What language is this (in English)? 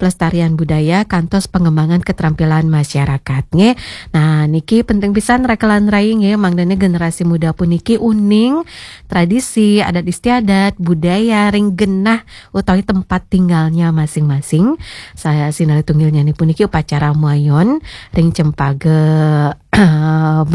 Balinese